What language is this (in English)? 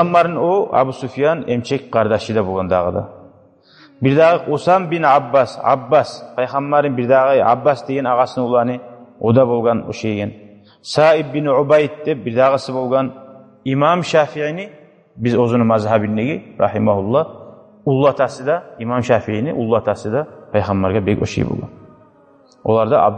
Kumyk